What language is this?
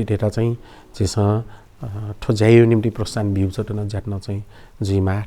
Newari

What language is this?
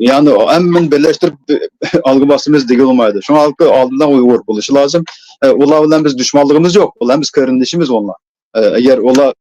Uyghur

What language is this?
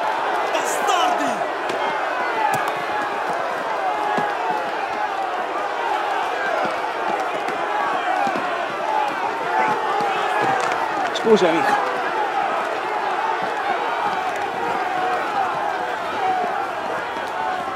Italian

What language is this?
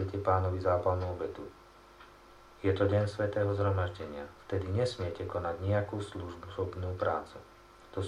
Slovak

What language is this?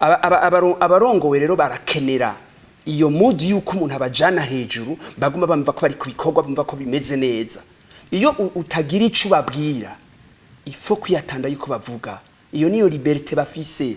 Rundi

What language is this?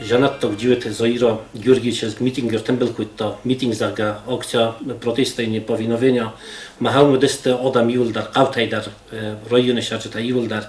Ossetic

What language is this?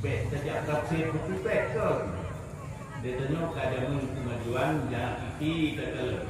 Achinese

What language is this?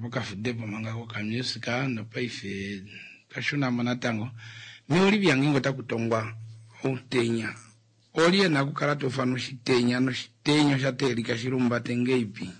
Kuanyama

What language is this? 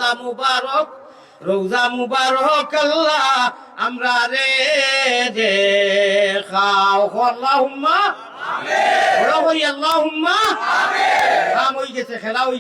Sylheti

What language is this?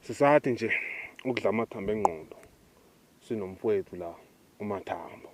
Zulu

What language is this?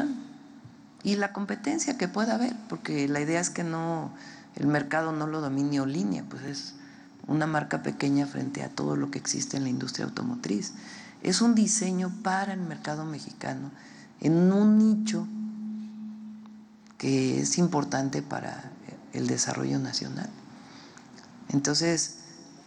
Spanish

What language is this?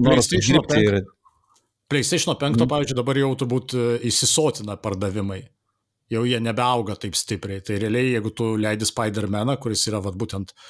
Lithuanian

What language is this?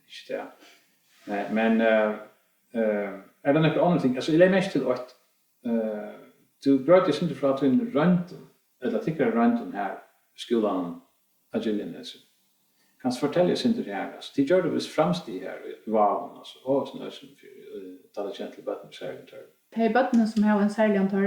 Faroese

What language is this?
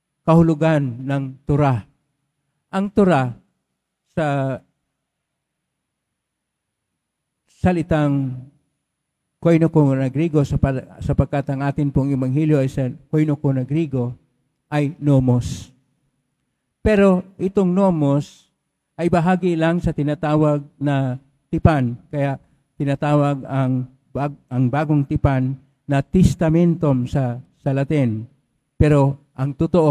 Filipino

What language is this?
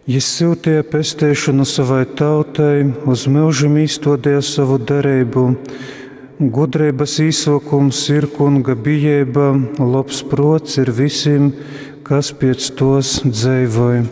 Latgalian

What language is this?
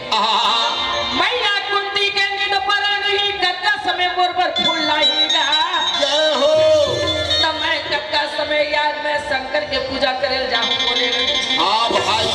Chhattisgarhi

